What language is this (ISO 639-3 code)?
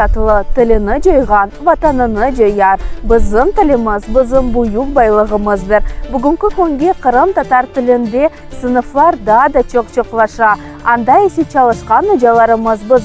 crh